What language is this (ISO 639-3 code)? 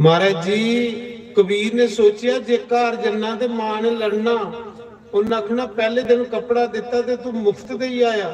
doi